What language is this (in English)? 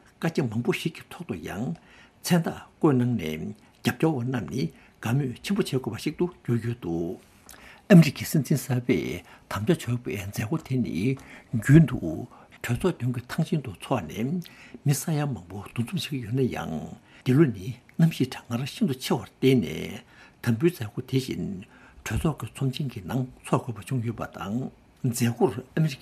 Tibetan